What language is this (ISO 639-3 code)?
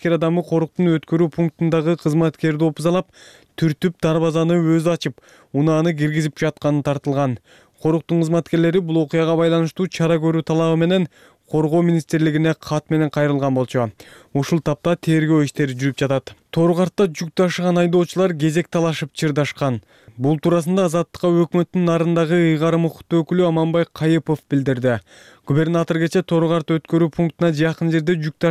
kir